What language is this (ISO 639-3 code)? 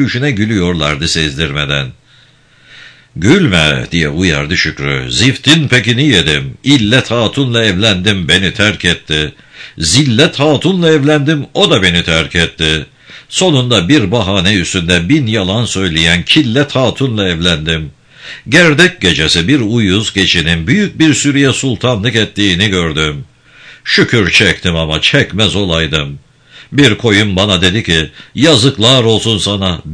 tur